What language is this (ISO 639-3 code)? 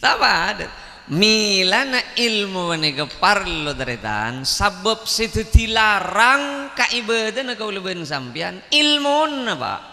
mad